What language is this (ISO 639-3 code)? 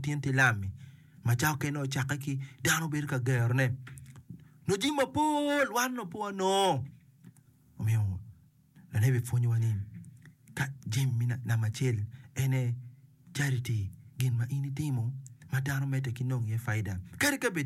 ach